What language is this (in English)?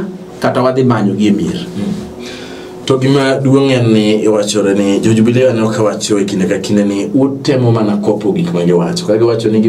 Luo (Kenya and Tanzania)